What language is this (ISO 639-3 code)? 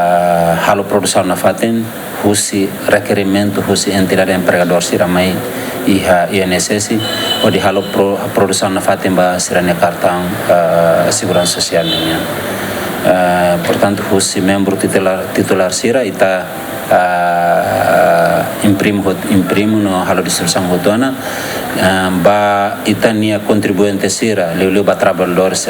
tet